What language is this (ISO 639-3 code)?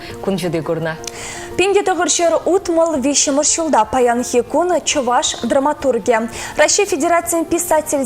chv